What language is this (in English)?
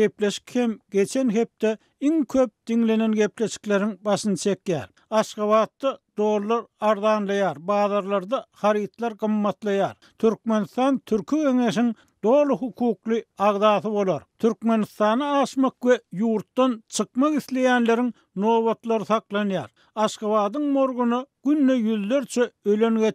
Turkmen